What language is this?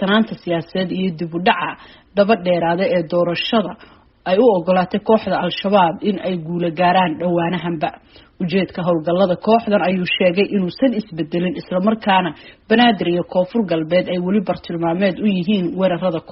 Somali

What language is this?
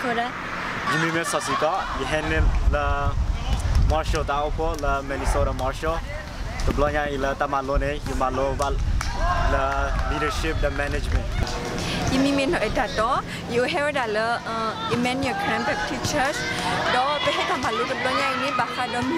S'gaw Karen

